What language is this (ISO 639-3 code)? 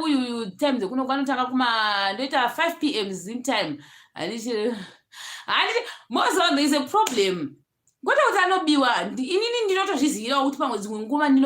sna